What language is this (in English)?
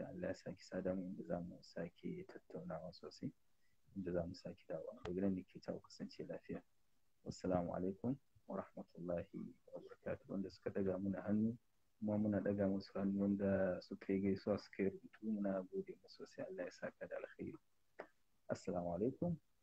Hausa